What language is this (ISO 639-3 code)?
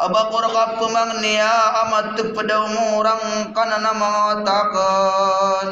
mrw